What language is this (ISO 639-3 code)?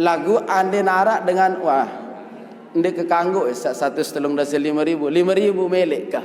sas